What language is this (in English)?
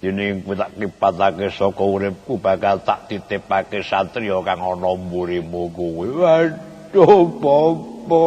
Javanese